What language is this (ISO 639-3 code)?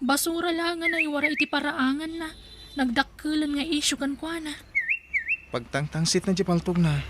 ilo